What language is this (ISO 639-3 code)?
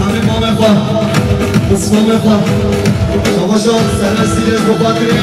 kur